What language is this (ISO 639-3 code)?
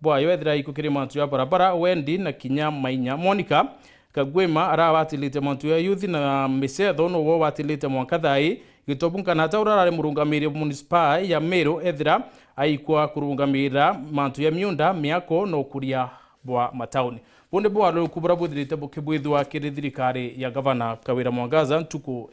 mer